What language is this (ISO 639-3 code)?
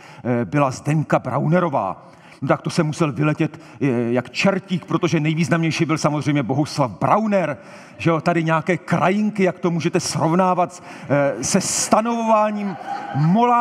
ces